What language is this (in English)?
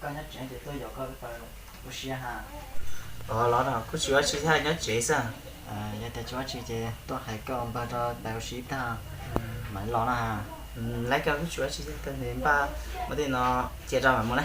Hmong